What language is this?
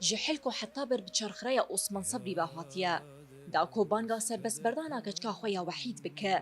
Kurdish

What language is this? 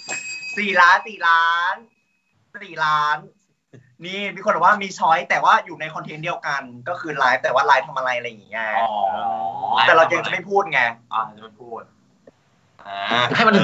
Thai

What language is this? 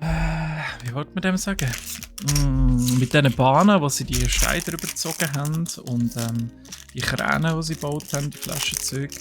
Swiss German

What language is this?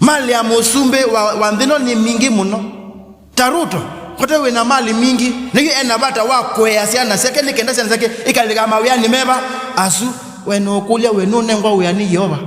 Kamba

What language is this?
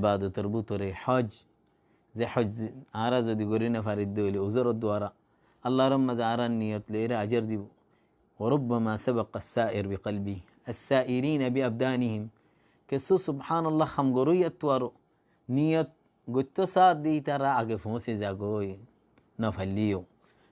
Rohingya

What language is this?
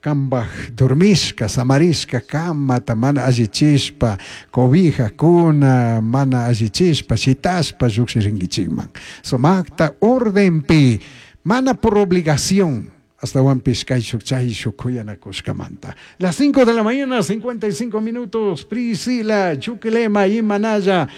Chimborazo Highland Quichua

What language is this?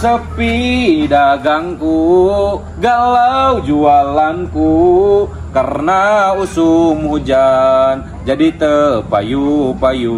Sundanese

